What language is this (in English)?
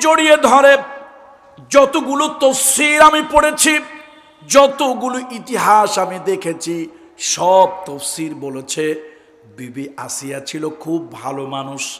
Bangla